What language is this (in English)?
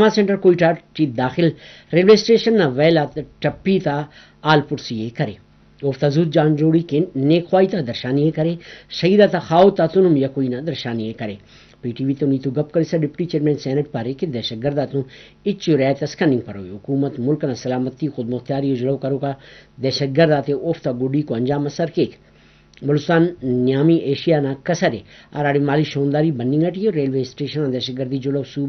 Brahui